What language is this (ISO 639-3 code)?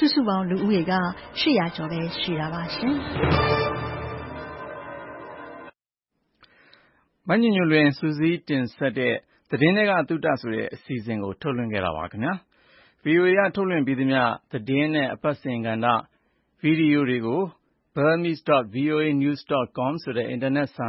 mya